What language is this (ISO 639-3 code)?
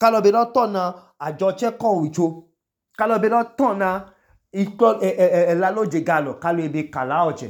idu